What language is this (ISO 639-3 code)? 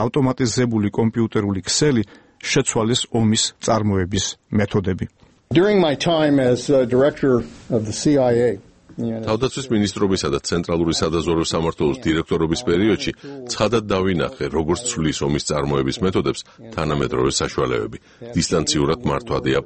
kat